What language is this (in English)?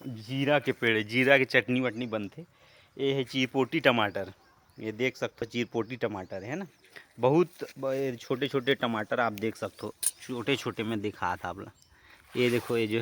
Chhattisgarhi